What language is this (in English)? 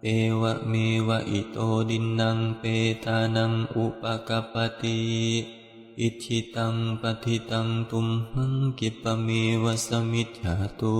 Pali